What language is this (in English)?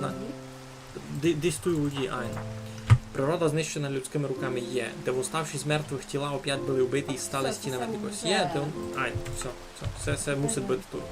Rusyn